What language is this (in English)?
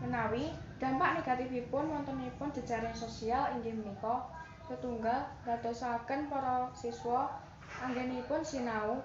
Javanese